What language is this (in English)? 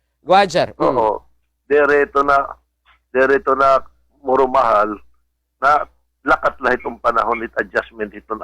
Waray